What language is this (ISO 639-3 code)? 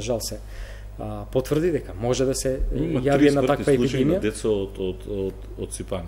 mkd